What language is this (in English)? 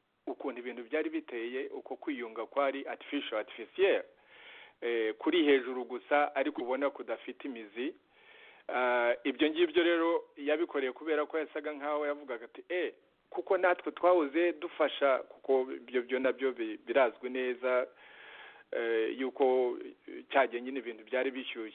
Kinyarwanda